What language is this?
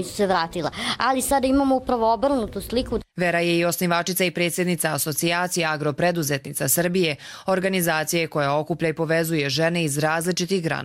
Croatian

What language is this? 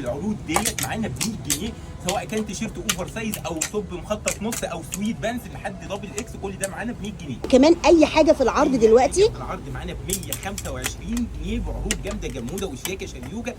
Egyptian Arabic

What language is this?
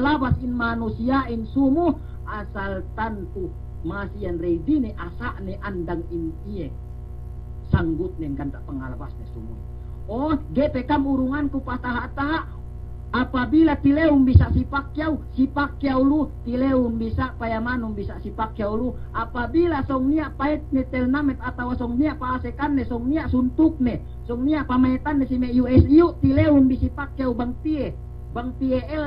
Yakan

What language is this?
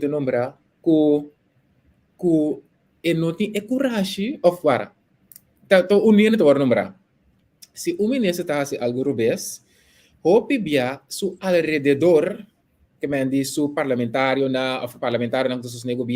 Papiamento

